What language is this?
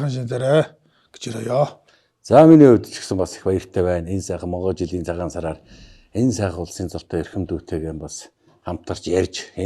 Mongolian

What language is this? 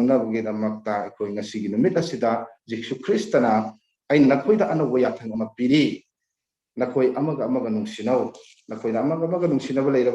Manipuri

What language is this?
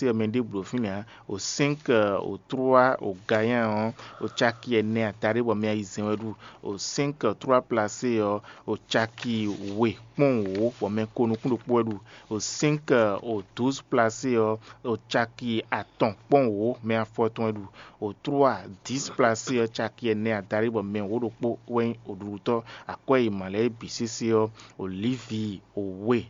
Fon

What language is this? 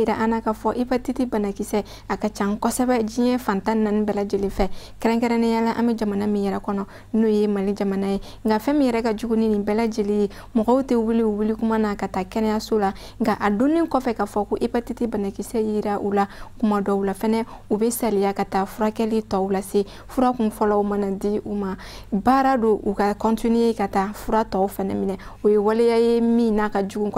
Bambara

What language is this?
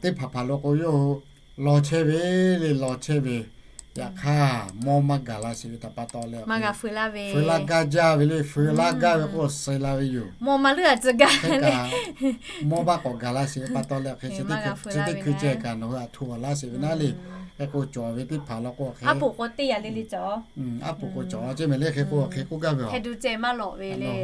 Lahu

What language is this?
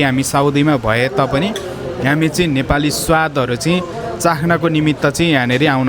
Nepali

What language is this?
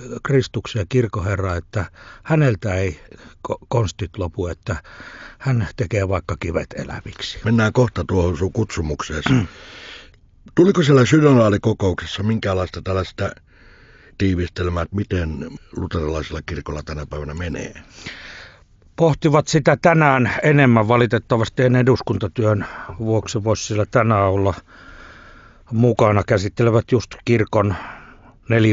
Finnish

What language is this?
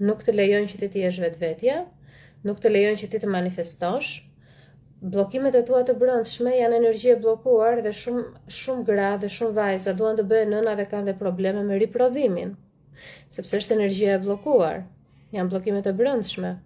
Albanian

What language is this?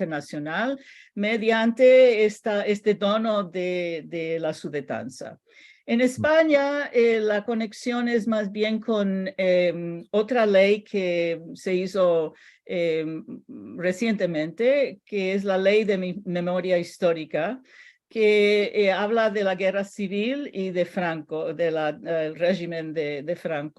Ladino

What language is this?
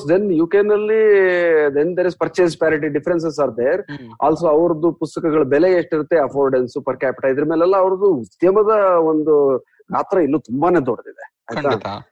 Kannada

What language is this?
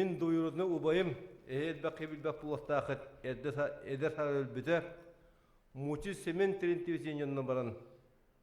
Yakut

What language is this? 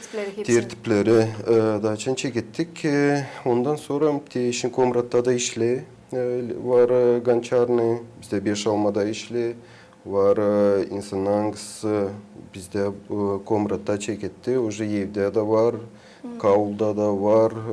Gagauz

